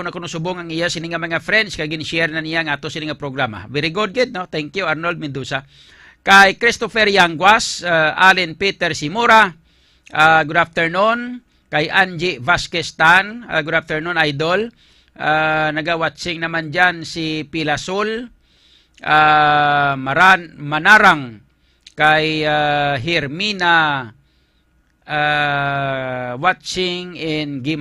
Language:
Hiligaynon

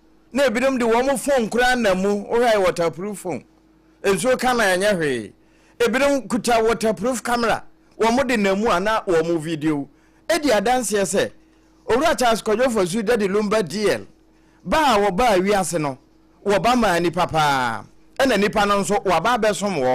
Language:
Akan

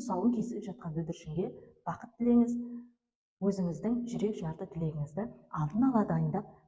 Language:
Kazakh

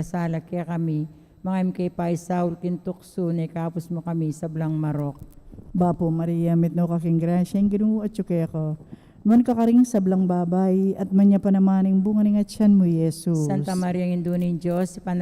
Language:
Pampanga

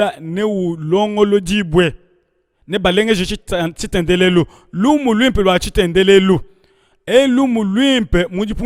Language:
Luba-Lulua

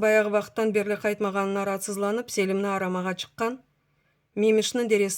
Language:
Crimean Tatar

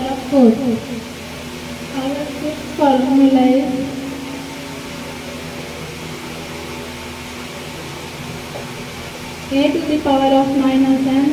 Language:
English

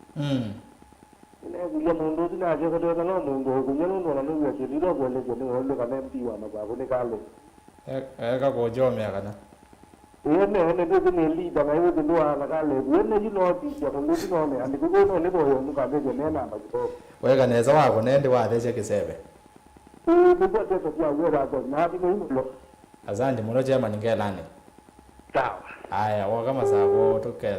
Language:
Kamba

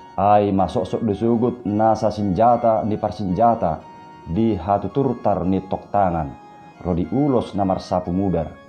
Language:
Batak Toba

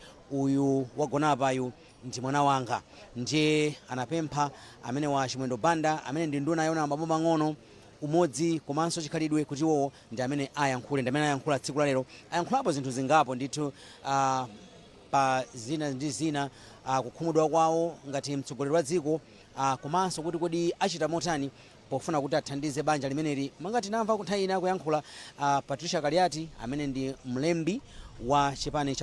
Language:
Nyanja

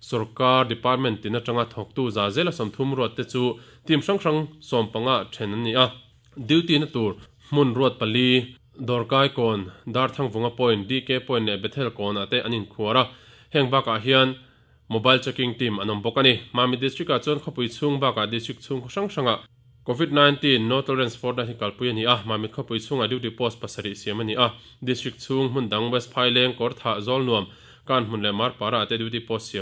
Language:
Mizo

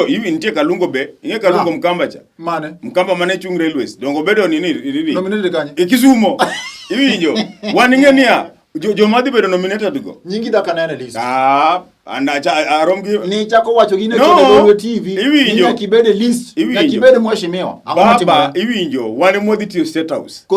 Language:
Luo (Kenya and Tanzania)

